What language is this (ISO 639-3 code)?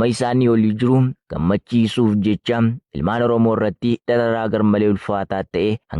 orm